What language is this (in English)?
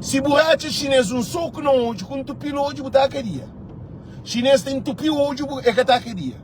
Kabuverdianu